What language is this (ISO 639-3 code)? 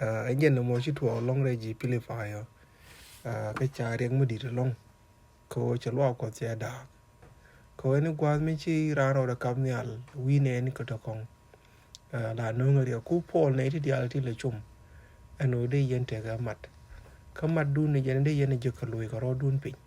nus